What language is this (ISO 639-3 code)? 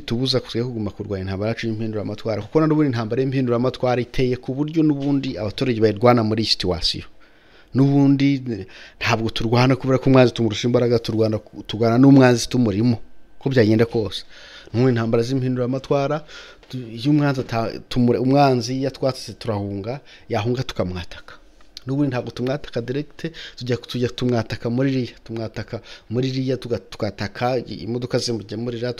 kin